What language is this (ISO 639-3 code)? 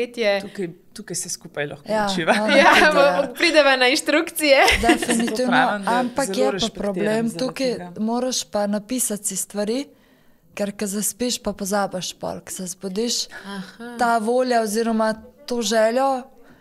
slv